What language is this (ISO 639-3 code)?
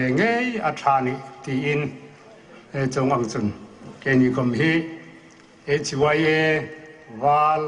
hmr